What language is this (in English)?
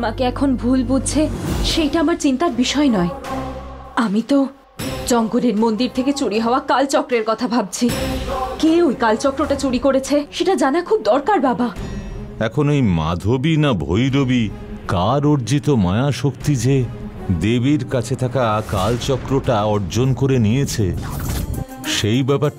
Bangla